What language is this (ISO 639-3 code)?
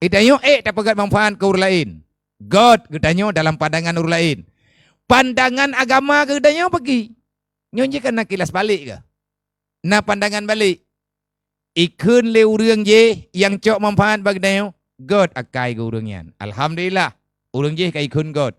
ace